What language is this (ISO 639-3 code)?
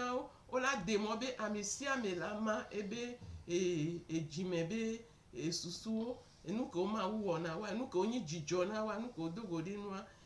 gej